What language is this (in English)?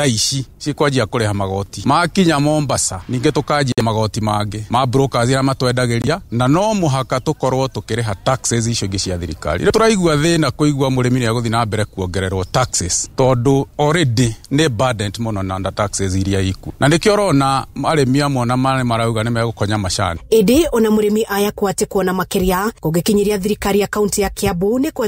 Kikuyu